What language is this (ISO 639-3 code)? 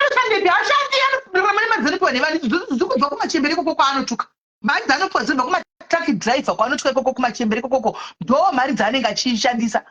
sna